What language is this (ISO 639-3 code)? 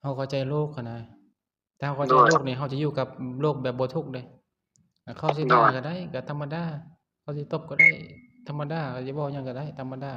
lao